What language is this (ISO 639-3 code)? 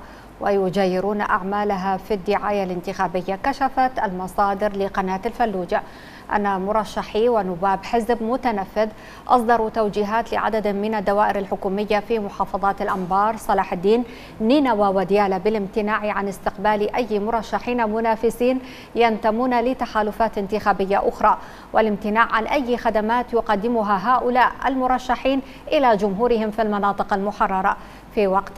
ara